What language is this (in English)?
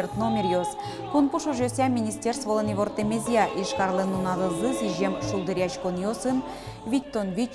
Udmurt